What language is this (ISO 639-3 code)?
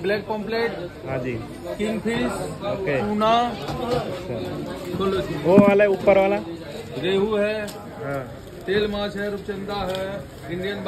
nep